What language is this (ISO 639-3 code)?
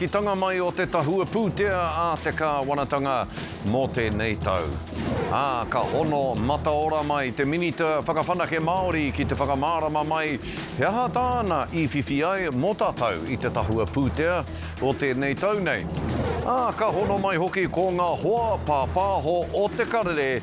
mri